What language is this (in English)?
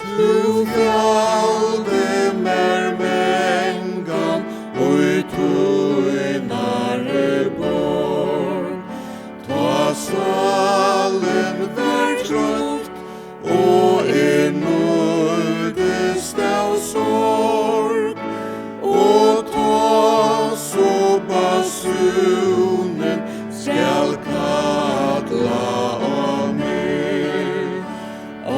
Faroese